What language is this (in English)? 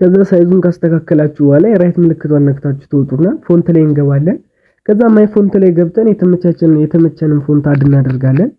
Amharic